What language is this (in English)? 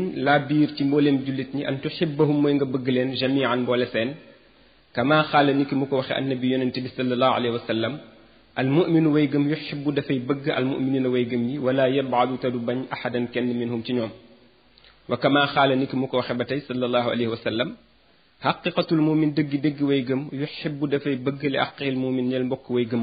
Wolof